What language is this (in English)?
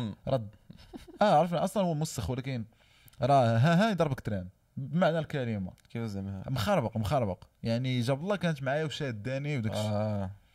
Moroccan Arabic